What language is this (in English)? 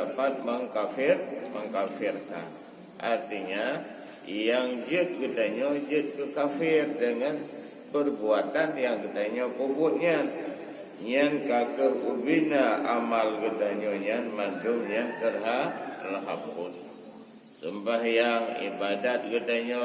Achinese